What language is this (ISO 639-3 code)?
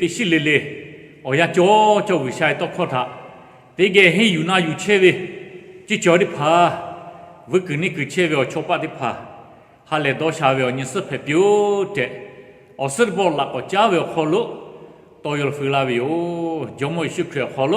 lhu